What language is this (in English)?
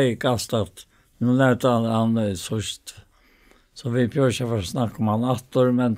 Faroese